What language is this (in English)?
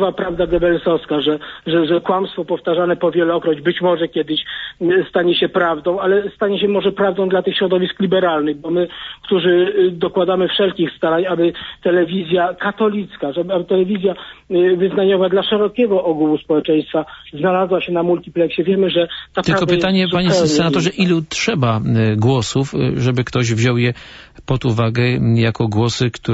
Polish